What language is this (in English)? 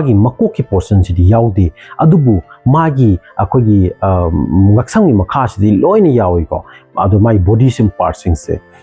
Manipuri